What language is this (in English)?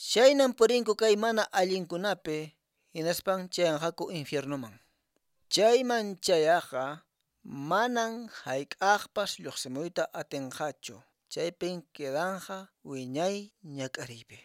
Quechua